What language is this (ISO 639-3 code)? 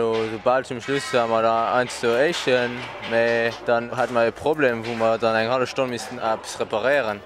ltz